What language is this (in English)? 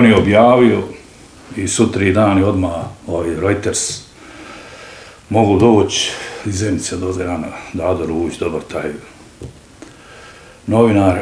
Bosnian